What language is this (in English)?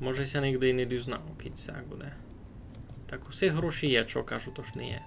Rusyn